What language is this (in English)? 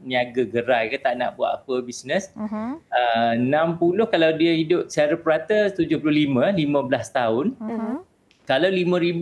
Malay